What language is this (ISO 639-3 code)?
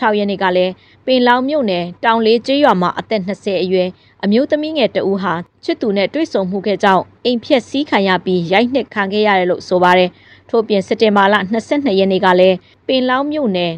mya